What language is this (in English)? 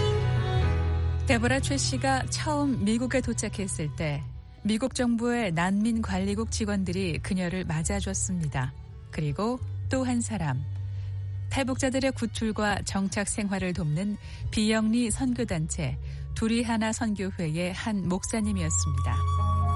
Korean